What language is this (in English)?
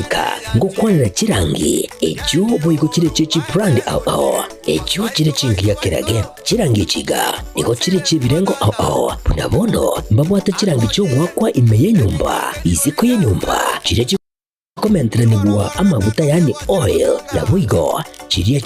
Gusii